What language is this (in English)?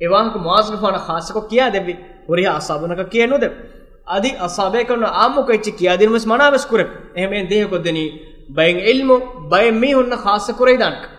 Divehi